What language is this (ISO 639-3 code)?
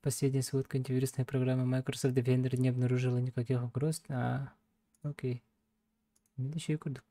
sah